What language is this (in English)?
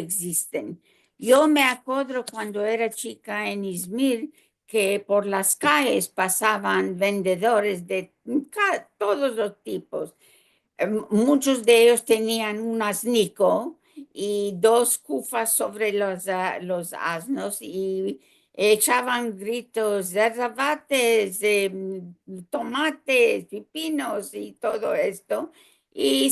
Ladino